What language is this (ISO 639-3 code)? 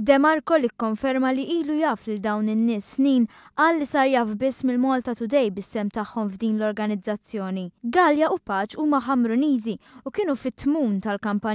mlt